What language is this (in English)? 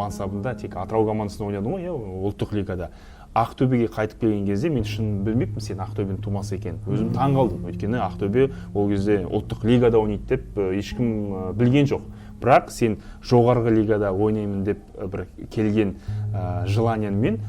Kazakh